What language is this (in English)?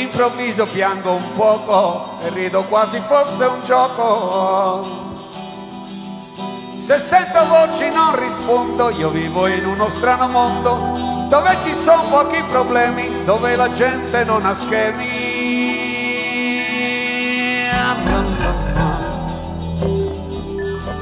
Italian